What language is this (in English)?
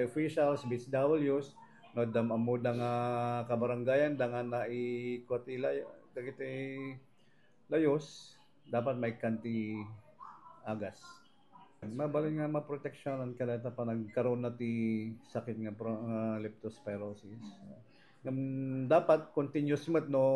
Iloko